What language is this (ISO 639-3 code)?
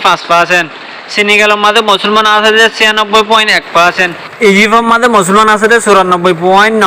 rhg